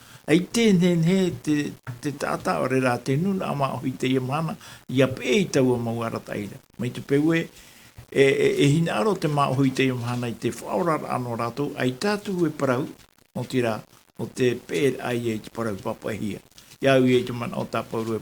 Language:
Tahitian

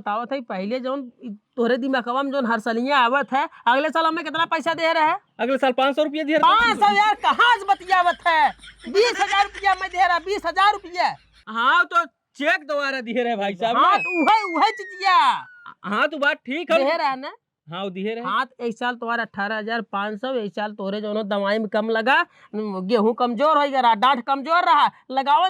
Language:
Awadhi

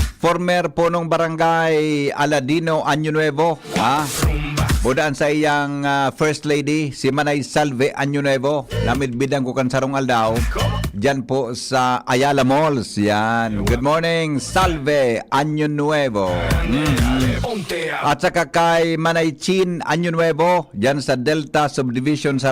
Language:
Bikol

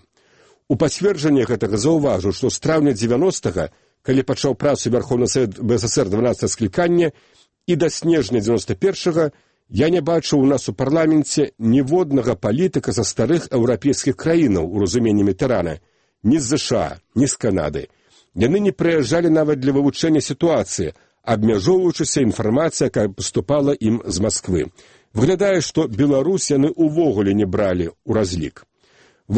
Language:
Belarusian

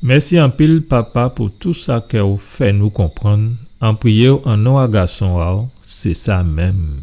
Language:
Guadeloupean Creole French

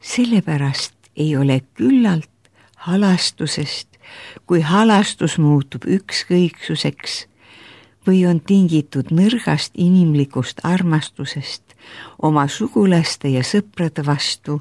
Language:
Estonian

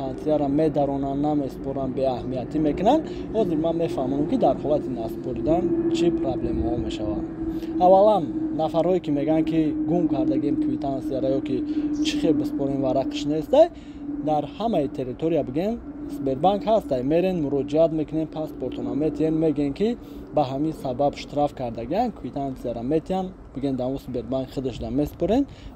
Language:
Tajik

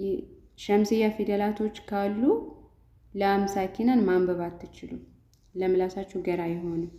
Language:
Amharic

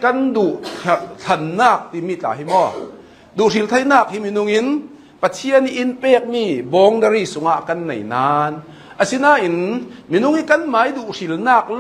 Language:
Hakha Chin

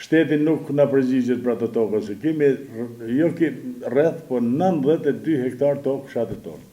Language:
Albanian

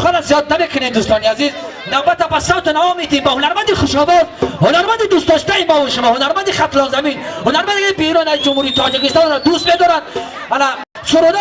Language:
Tajik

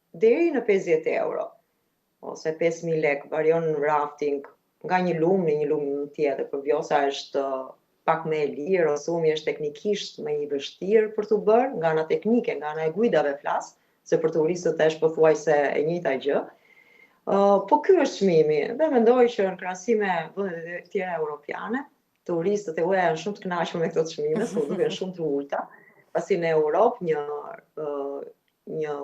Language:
Albanian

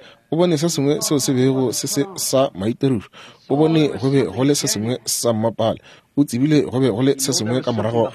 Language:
Northern Sotho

